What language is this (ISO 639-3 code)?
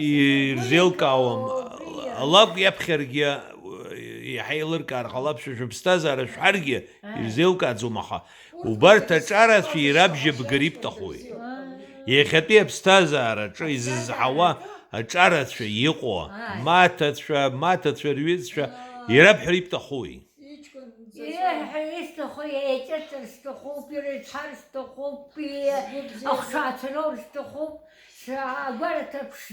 abk